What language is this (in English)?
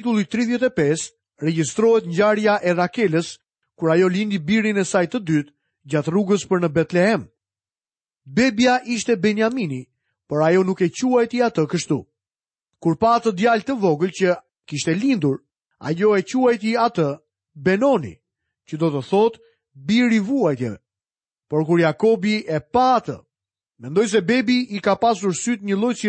Albanian